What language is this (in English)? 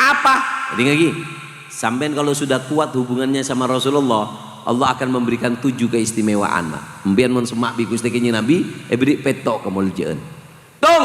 Madurese